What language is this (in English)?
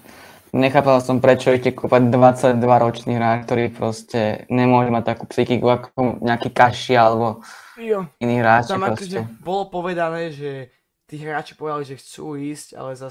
Slovak